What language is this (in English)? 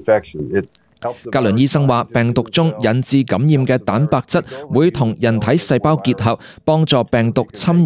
Cantonese